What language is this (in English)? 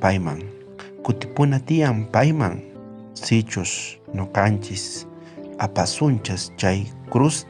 South Bolivian Quechua